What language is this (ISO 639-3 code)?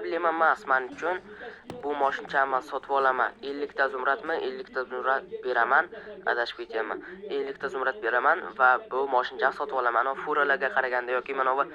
uzb